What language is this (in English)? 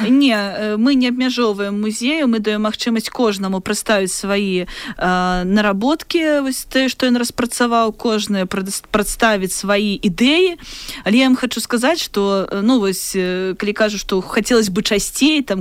Belarusian